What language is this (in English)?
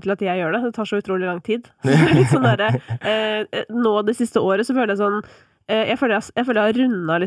Norwegian